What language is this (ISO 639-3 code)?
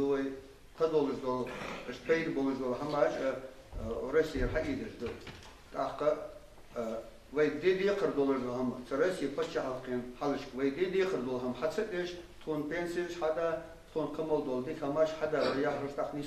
inh